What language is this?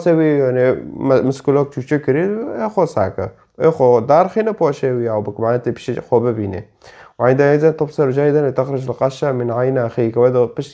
Kurdish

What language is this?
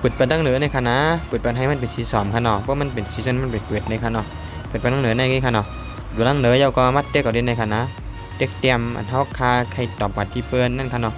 Shan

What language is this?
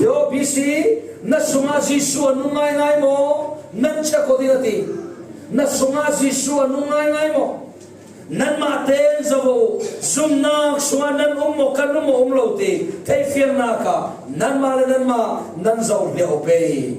Falam Chin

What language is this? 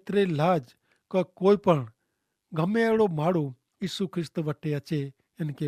Kachhi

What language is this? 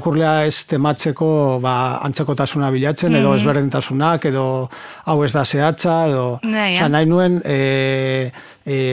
Basque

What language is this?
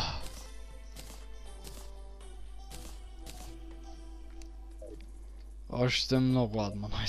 Bulgarian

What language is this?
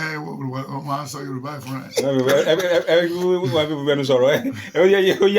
Yoruba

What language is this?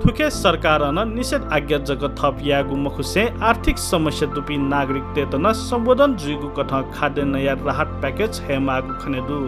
Newari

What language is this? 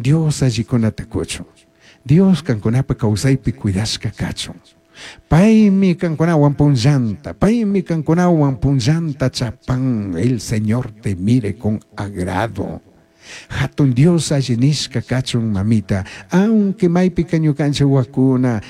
Chimborazo Highland Quichua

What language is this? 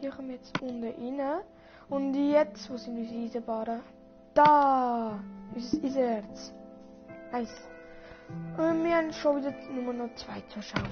Swiss German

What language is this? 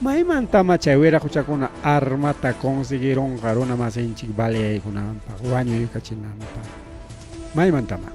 Ayacucho Quechua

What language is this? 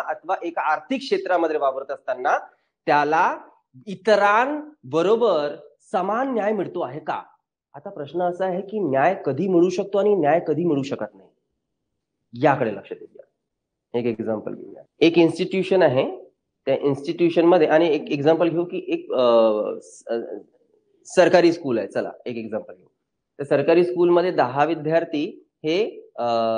Marathi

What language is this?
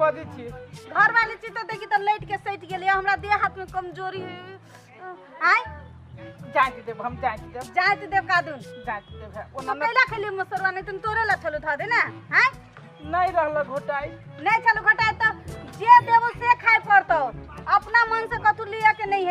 Maithili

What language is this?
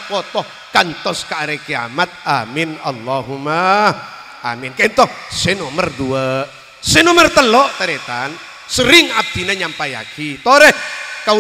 Madurese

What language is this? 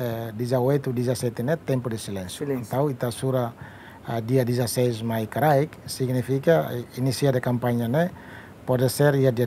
Tetum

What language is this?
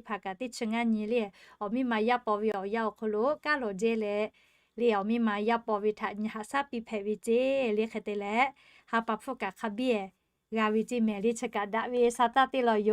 Lahu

